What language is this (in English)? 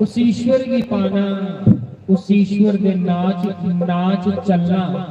Dogri